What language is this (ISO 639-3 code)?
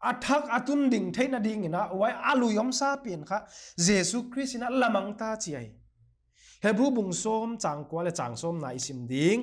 pck